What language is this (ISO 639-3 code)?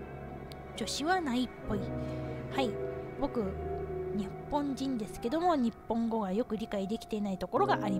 jpn